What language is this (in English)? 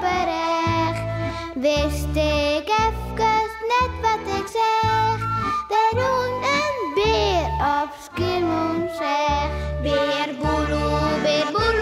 Western Frisian